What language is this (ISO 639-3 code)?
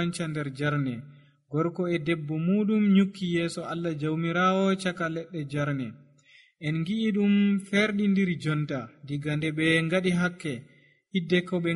fuv